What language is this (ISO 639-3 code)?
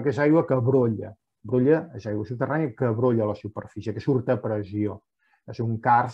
cat